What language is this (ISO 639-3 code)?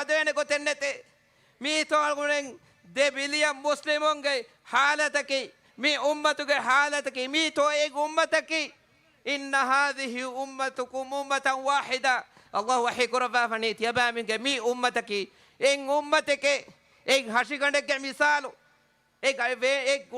div